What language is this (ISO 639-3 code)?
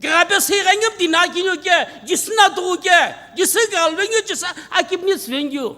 nsm